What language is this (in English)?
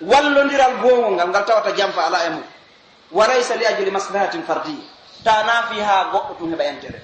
Pular